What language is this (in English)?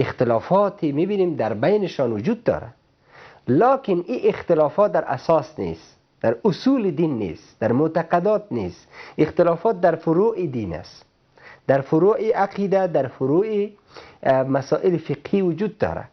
Persian